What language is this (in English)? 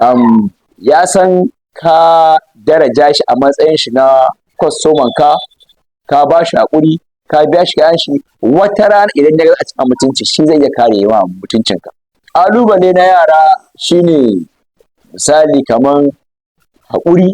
Hausa